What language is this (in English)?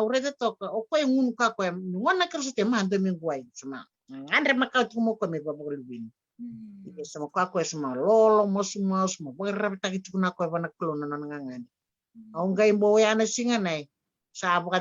Fijian